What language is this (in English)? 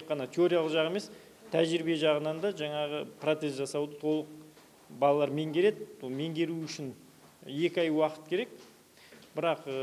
Kazakh